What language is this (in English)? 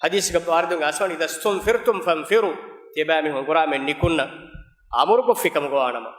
Divehi